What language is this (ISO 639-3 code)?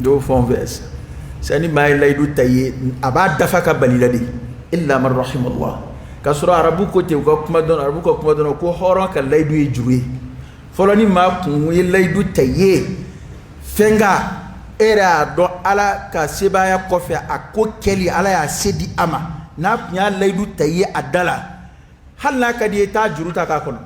dyu